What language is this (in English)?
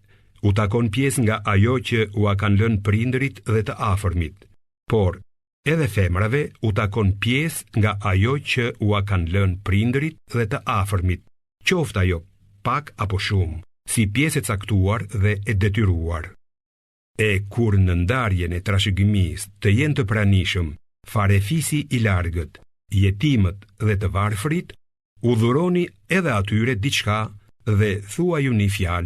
Albanian